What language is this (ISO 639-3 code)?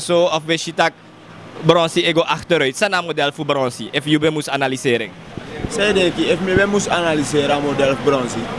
srn